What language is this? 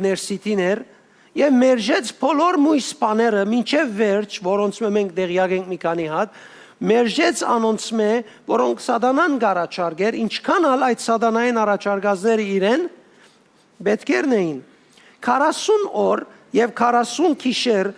Western Armenian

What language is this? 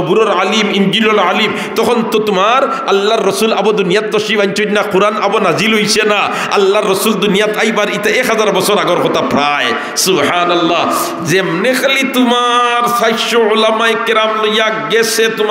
Sylheti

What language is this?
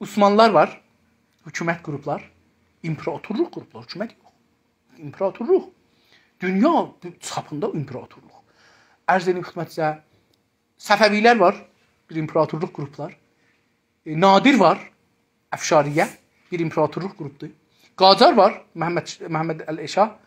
South Azerbaijani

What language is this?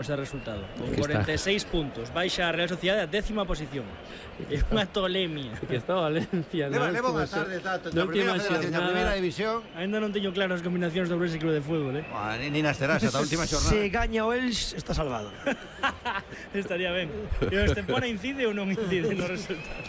Galician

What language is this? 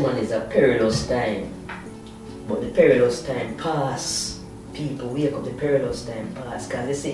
Jamaican Creole English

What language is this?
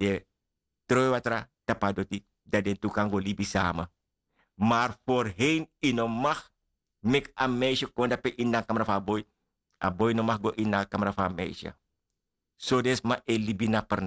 Sranan Tongo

